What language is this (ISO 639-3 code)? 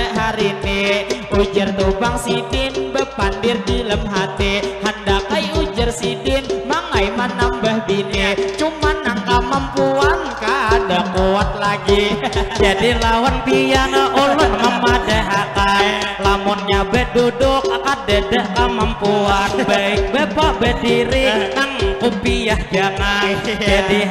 bjn